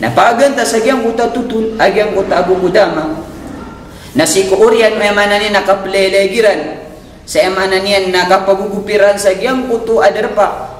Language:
Maranao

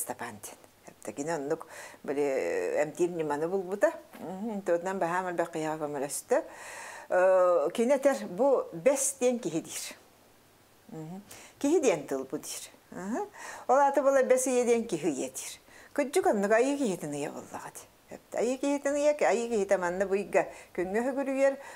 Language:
Yakut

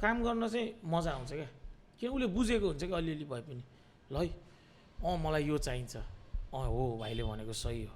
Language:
Nepali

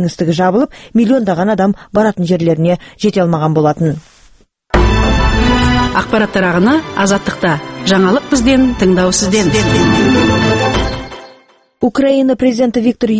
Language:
Kazakh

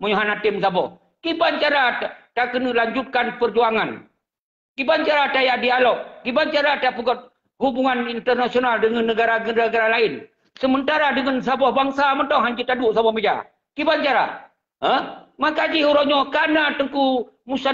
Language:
Achinese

